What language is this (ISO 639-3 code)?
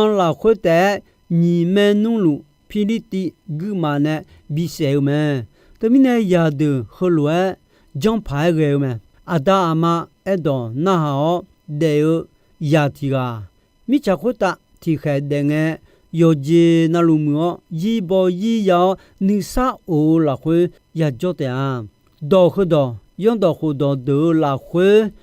ahk